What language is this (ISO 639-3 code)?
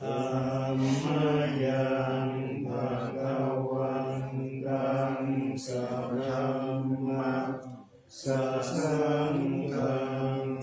pli